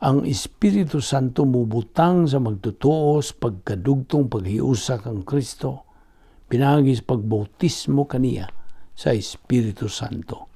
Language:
Cebuano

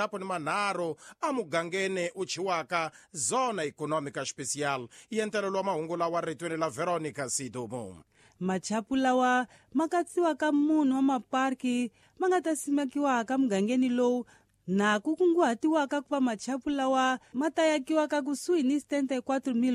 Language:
Tsonga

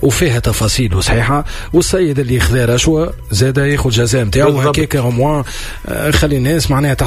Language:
Tunisian Arabic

